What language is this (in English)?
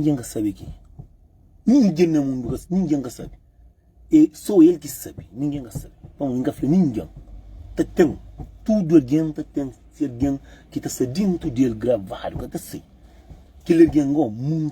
Kabuverdianu